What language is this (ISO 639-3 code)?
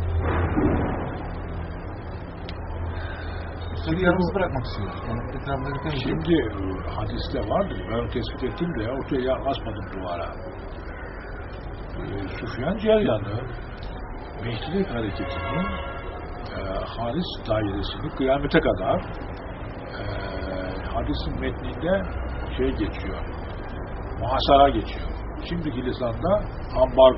tur